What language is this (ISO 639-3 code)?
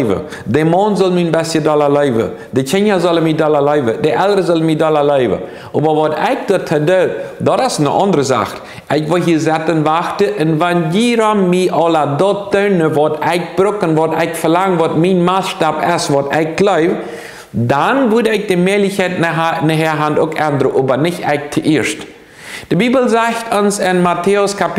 pdt